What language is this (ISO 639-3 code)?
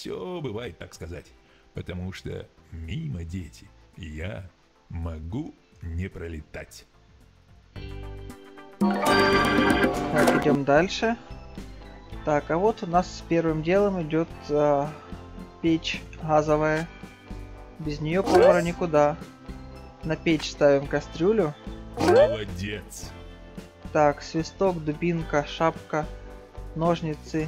rus